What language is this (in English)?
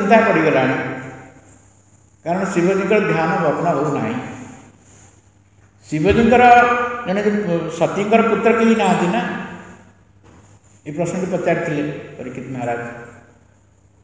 Odia